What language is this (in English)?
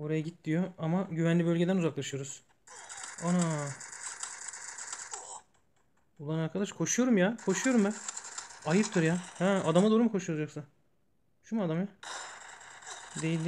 Turkish